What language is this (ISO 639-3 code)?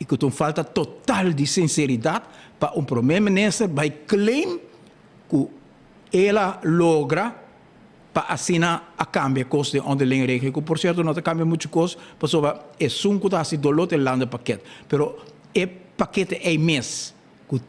pap